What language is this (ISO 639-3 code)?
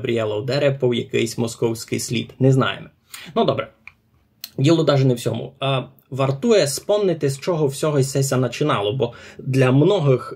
rue